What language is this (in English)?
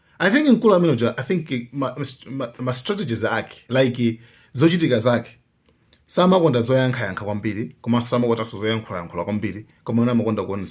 Nyanja